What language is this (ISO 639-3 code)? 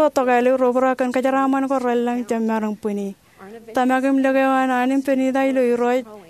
mah